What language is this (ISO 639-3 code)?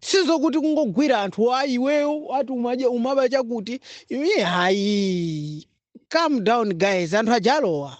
nya